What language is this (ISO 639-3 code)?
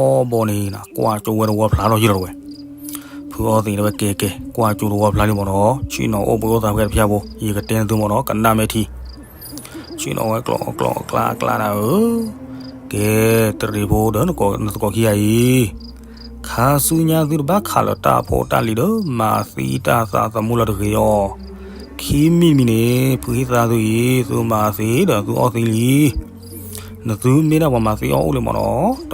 ksw